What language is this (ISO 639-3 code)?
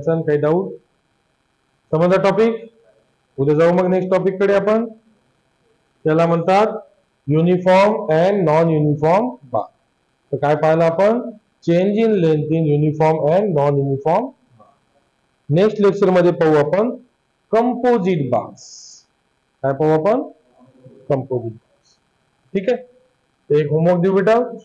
mar